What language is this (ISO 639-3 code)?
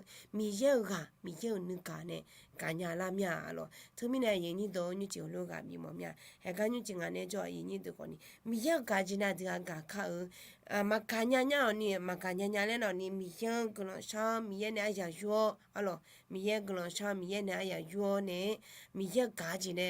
ahk